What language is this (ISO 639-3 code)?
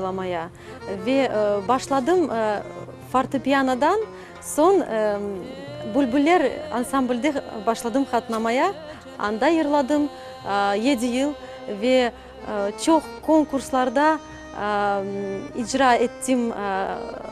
crh